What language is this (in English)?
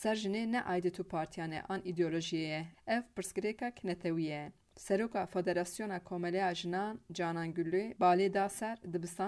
Kurdish